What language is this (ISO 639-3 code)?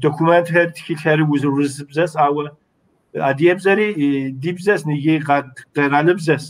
kbd